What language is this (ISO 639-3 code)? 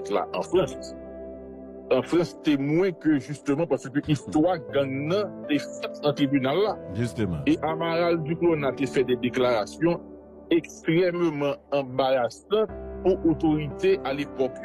hat